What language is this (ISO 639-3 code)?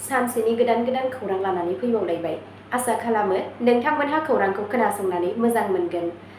brx